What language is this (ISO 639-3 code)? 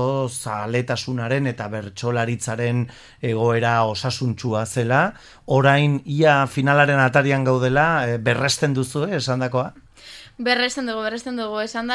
eus